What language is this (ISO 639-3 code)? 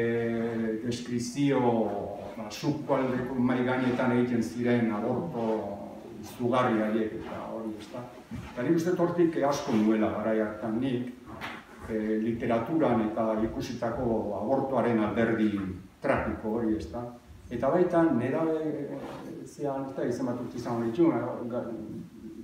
eus